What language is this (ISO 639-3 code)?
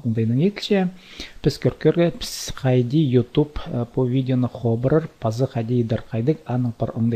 kjh